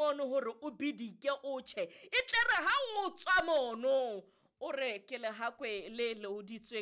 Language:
Southern Sotho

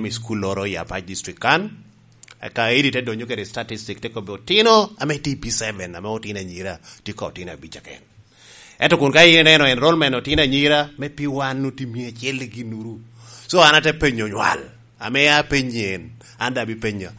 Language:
Lango (Uganda)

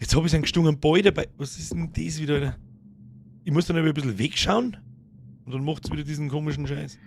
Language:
Bavarian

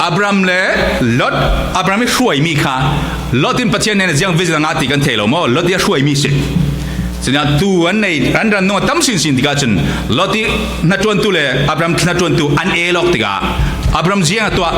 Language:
Falam Chin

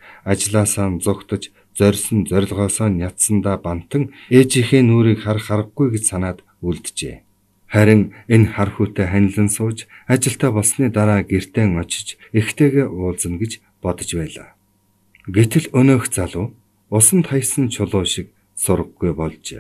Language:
Mongolian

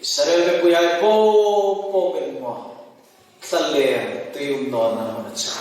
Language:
Hmar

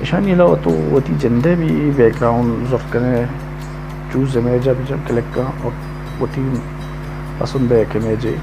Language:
Baluchi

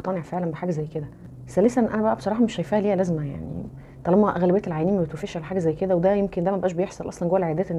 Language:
Egyptian Arabic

